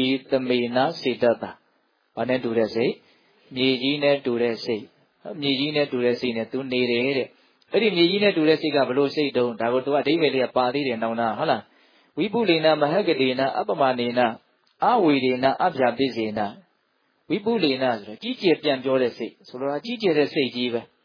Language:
Burmese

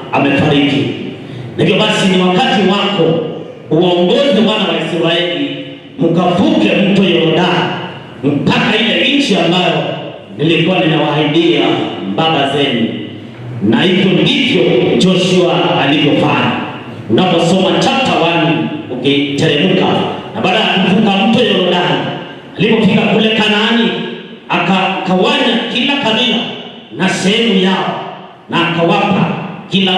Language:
Swahili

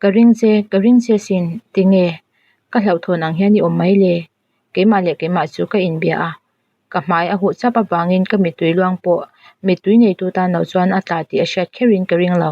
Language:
Mizo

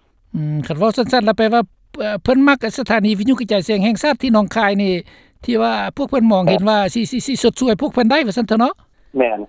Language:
Lao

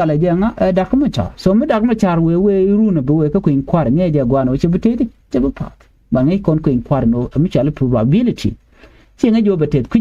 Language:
Nuer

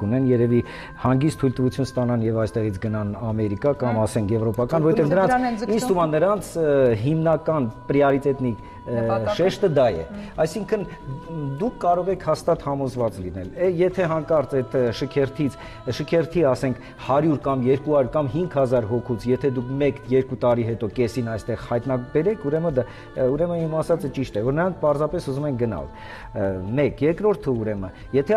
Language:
Armenian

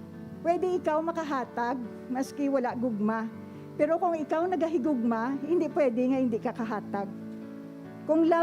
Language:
Hiligaynon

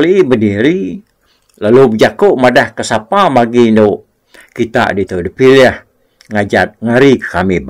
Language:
Iban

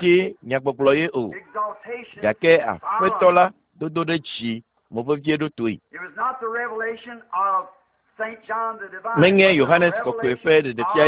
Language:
Ewe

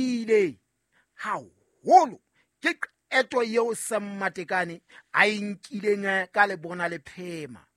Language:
Southern Sotho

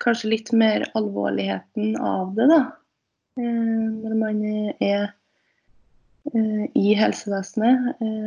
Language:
Norwegian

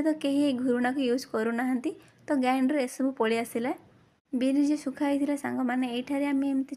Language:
Odia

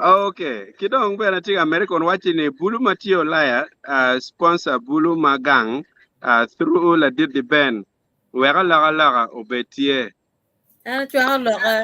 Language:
Acoli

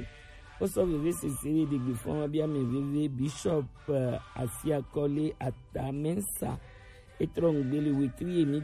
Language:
Gen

